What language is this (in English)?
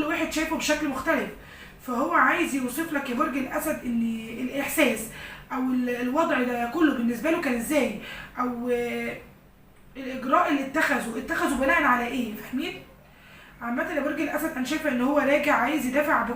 Egyptian Arabic